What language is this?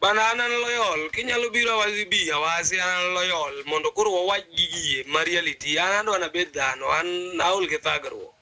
Luo (Kenya and Tanzania)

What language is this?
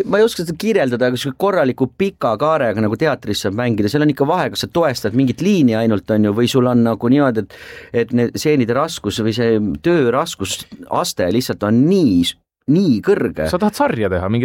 Estonian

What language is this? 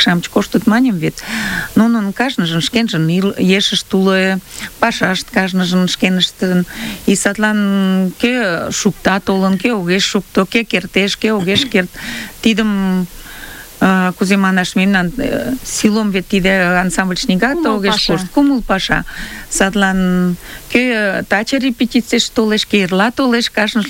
Mari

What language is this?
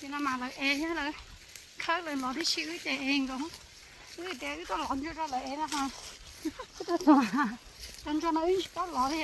Hmong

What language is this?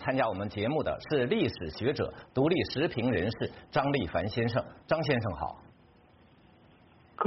Chinese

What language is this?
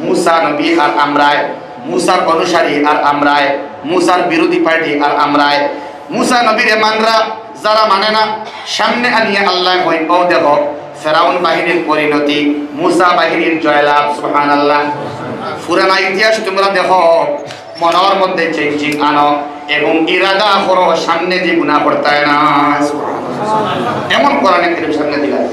Sylheti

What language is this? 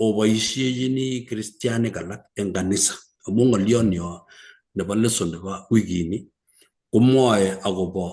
Kalenjin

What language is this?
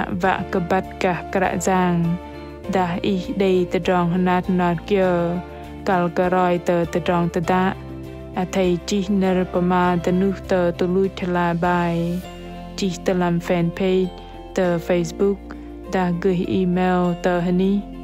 Bahnar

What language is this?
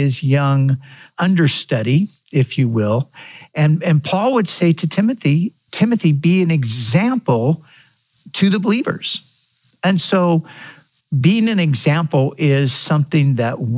English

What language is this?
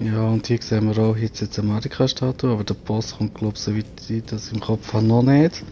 Swiss German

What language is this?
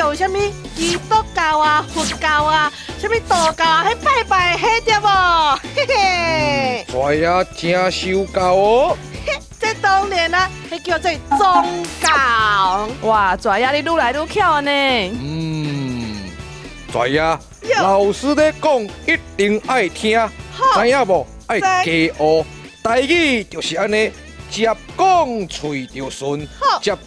Min Nan Chinese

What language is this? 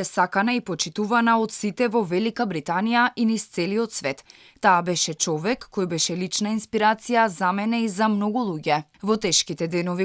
Macedonian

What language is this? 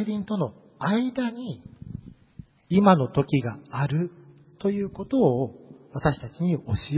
Japanese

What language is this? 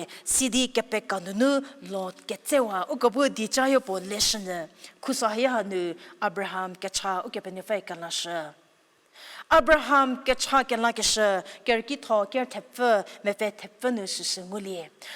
Angami Naga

